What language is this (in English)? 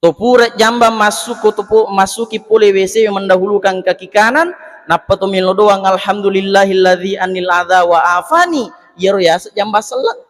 Buginese